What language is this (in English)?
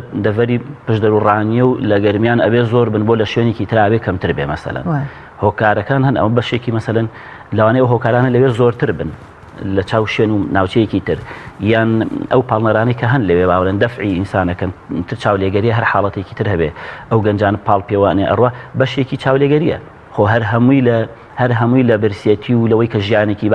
Central Kurdish